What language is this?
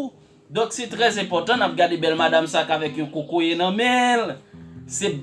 Haitian Creole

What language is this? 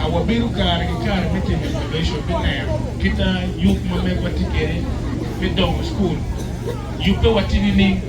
Acoli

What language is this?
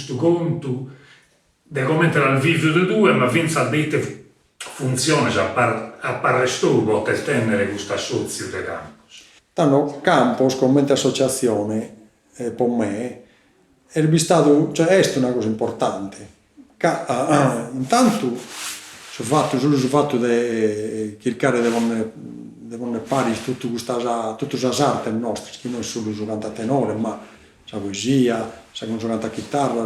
Sardinian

